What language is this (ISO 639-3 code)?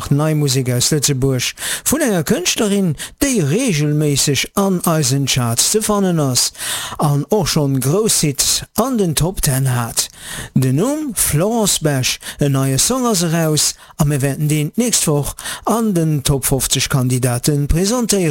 ltz